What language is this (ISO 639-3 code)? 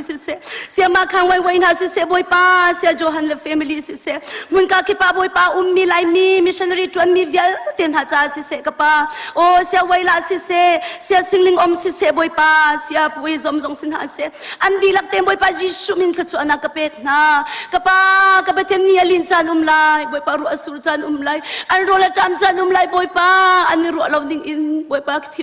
cnh